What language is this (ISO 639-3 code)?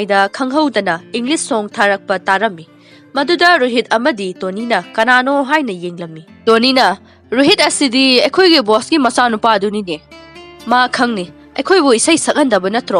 mni